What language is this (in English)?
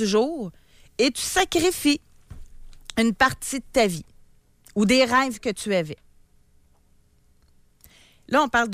French